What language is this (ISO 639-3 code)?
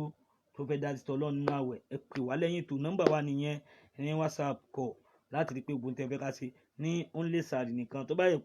yor